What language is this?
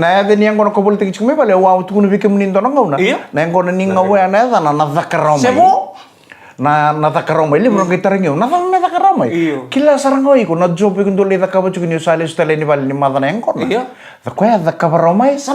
Fijian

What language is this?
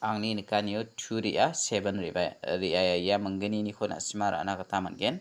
Garo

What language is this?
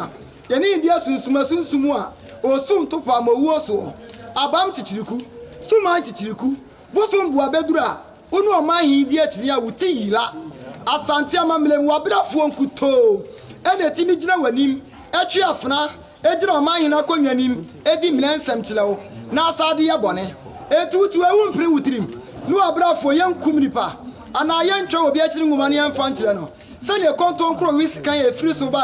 Akan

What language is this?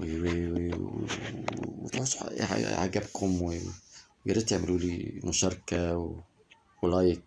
Egyptian Arabic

